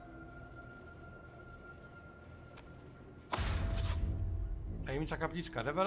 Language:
Polish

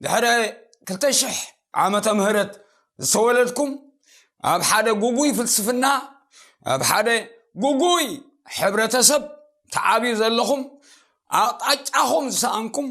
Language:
Tigrinya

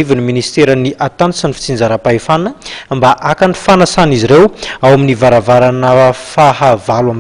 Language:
Malagasy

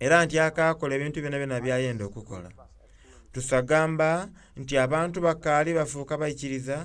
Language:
Soga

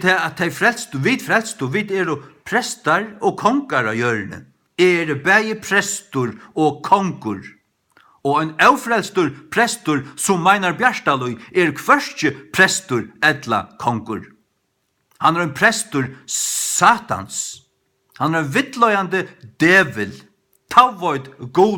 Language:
Faroese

